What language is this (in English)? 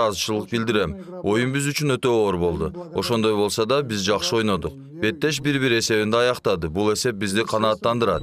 Kyrgyz